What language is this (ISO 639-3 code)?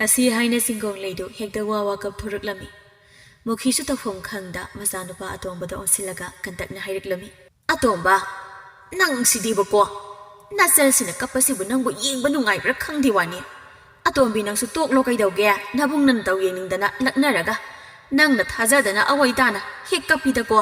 mni